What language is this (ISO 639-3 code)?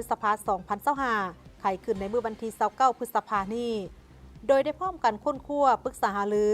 lao